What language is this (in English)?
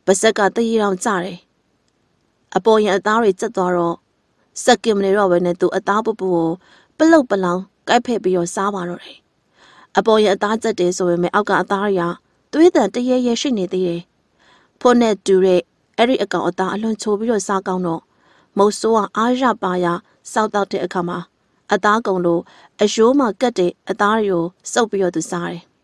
Burmese